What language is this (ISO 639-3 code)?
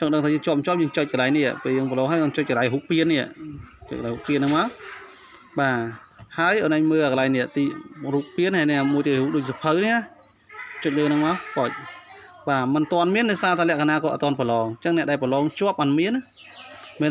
khm